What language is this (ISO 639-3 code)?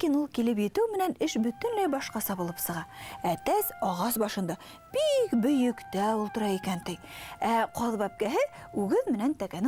bak